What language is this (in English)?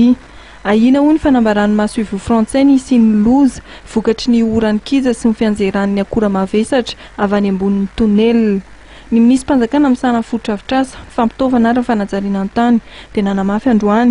Malagasy